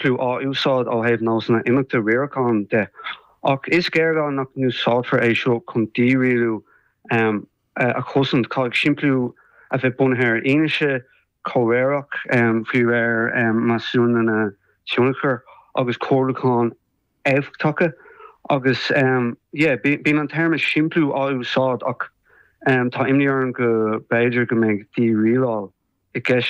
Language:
Irish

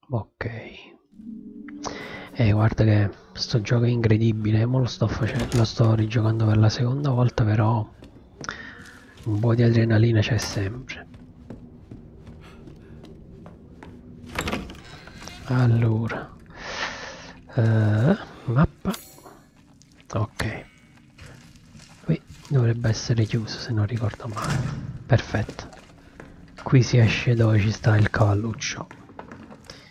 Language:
Italian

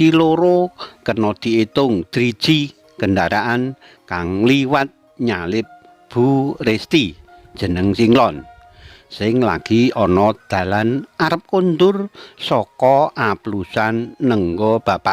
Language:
Javanese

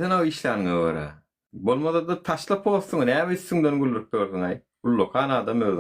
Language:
Turkmen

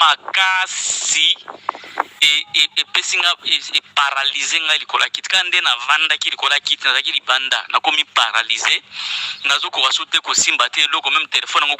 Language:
Lingala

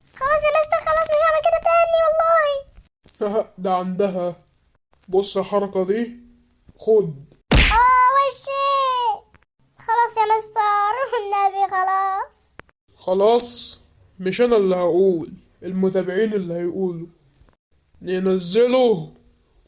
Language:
Egyptian Arabic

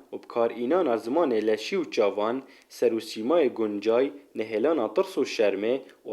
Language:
Kurdish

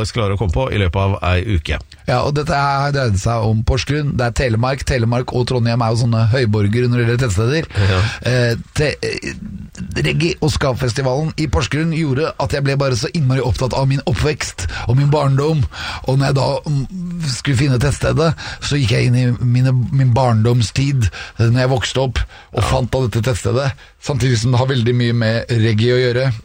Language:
Norwegian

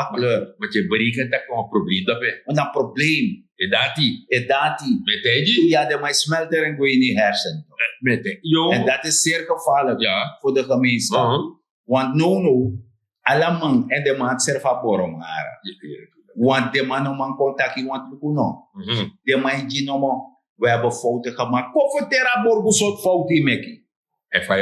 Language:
Sranan Tongo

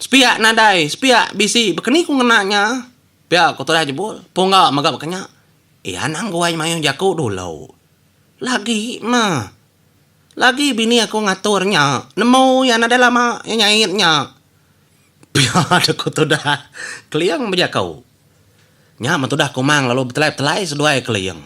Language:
Iban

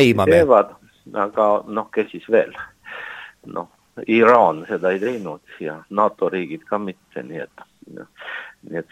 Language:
Estonian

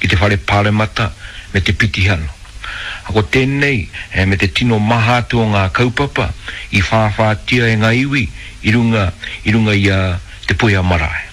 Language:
Māori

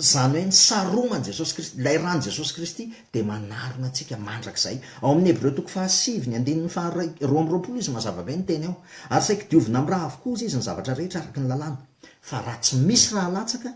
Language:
Malagasy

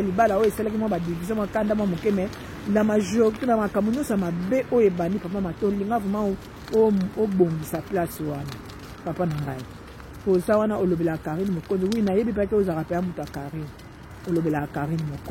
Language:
Lingala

